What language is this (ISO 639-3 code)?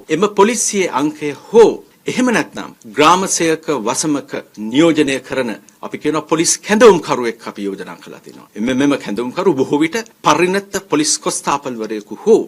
sin